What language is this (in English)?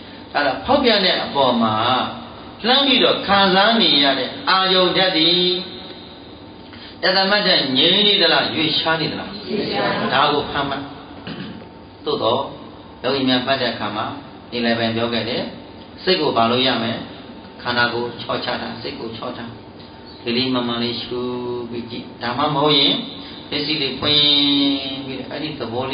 Burmese